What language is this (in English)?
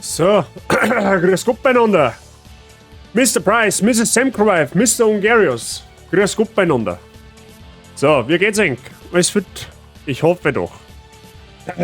Bavarian